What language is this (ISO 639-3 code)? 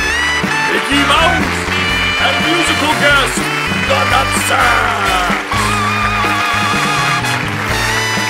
eng